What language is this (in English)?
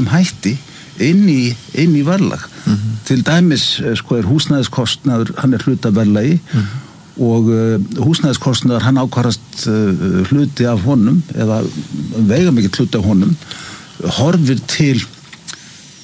Icelandic